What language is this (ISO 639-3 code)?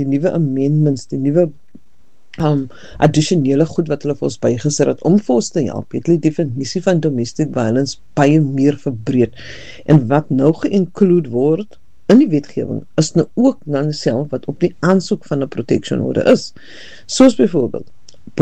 afr